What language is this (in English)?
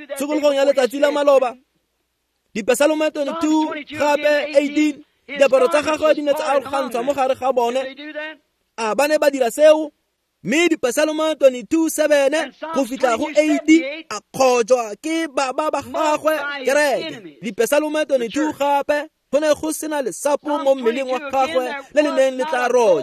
Tswana